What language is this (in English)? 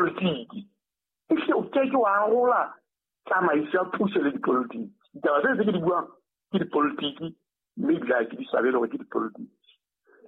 Southern Sotho